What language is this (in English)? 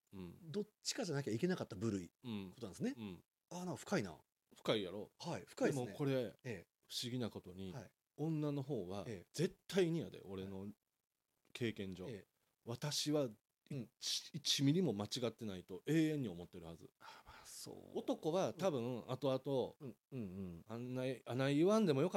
Japanese